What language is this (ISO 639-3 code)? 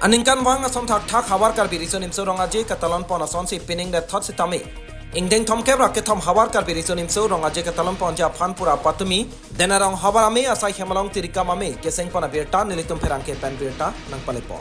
mjw